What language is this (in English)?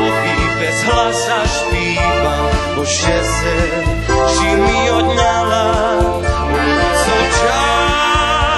Rusyn